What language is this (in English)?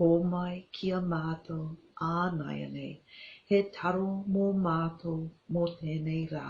Māori